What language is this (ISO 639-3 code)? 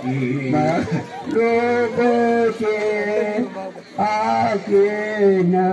nbc